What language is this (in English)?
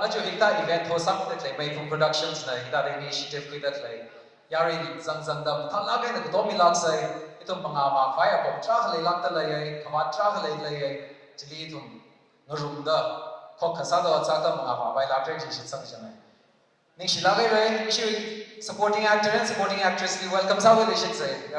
Tangkhul Naga (India)